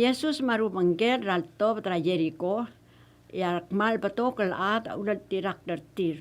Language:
Palauan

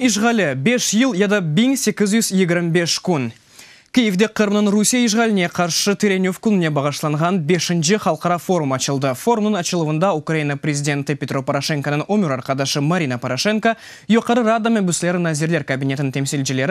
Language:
Crimean Tatar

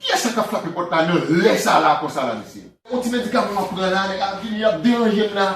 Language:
Haitian Creole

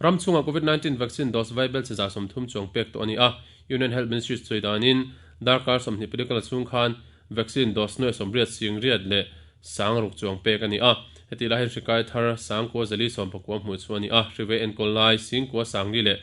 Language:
Mizo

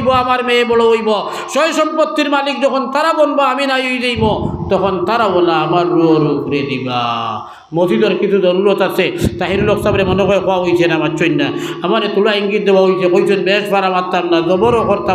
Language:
Sylheti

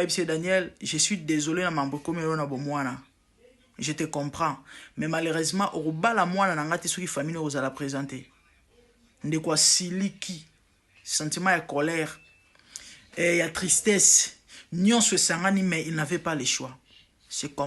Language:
Lingala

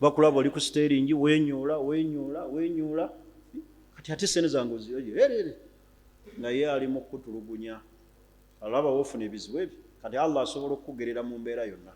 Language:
Ganda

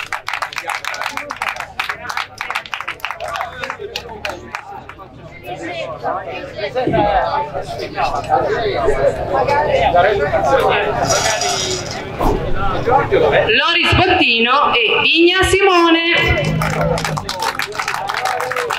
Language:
Italian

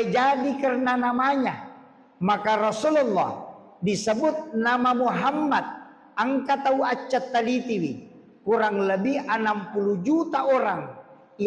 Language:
Buginese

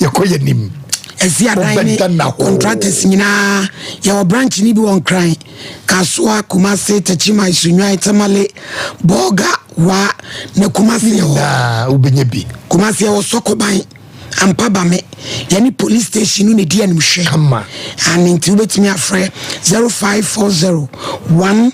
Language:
Akan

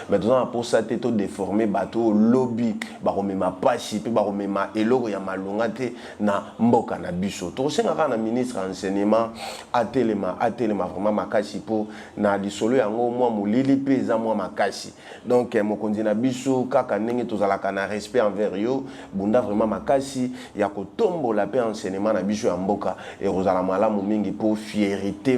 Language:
Lingala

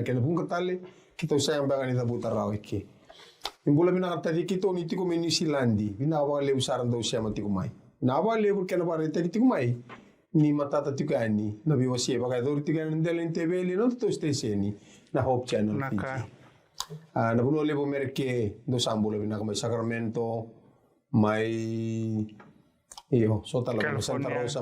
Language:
Fijian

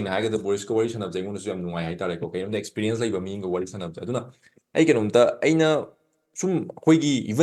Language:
Manipuri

